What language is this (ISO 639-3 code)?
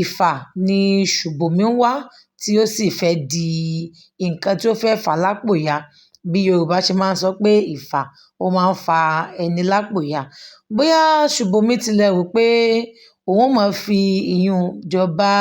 yor